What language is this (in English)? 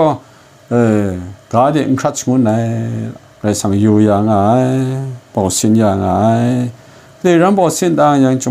Kachin